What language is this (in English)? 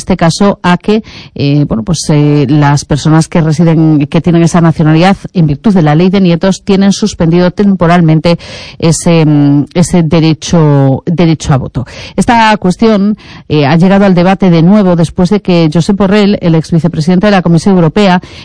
Spanish